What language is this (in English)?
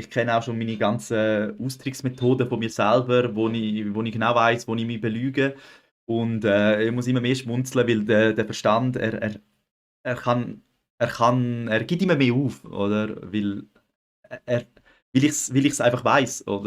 Swiss German